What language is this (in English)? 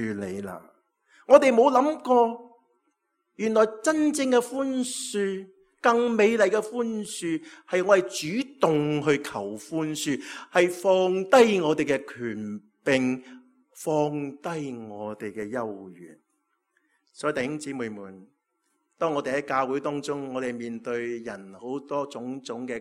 Cantonese